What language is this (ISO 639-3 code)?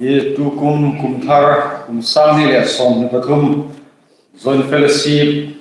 hmr